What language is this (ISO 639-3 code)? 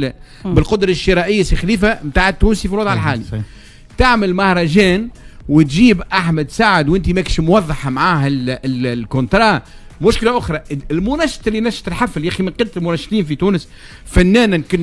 aeb